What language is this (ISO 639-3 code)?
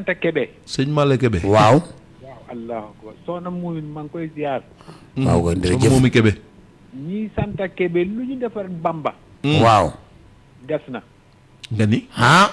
wol